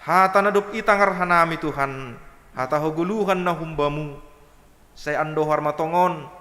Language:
Batak Simalungun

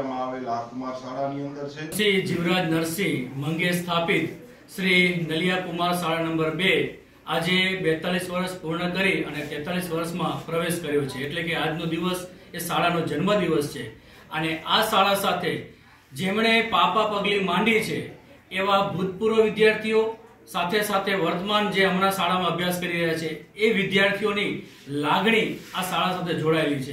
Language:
Gujarati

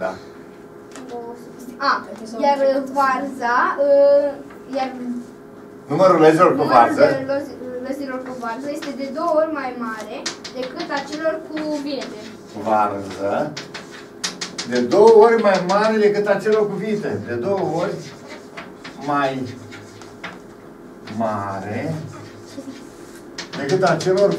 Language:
Romanian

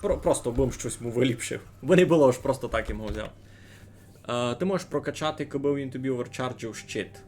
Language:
Rusyn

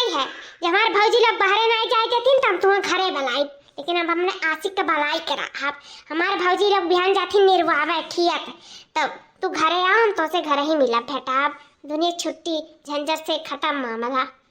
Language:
Awadhi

